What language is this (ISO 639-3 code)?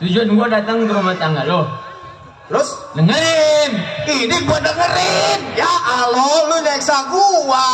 bew